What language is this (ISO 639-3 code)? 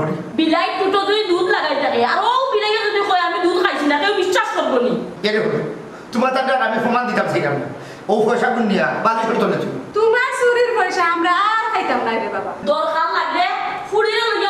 syl